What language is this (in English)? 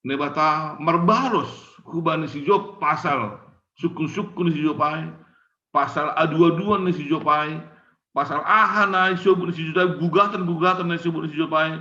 Batak Simalungun